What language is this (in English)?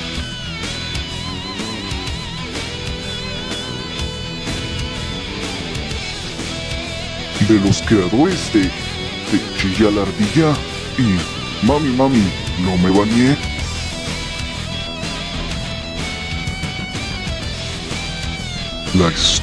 Spanish